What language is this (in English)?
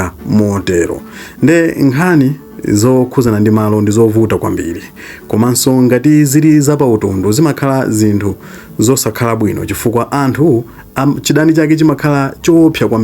Nyanja